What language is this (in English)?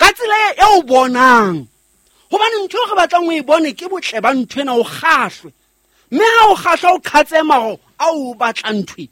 Southern Sotho